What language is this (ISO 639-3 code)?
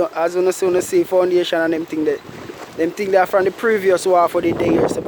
jam